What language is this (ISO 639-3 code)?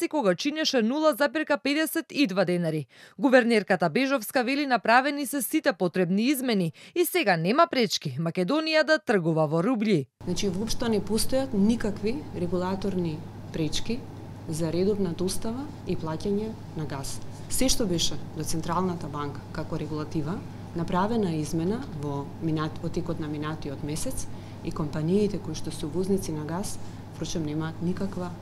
mkd